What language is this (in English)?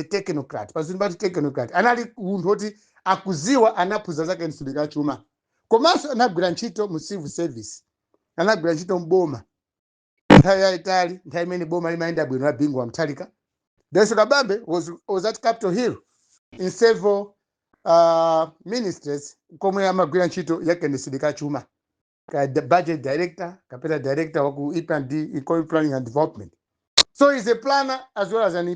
Nyanja